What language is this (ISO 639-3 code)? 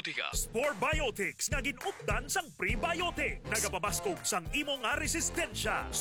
hil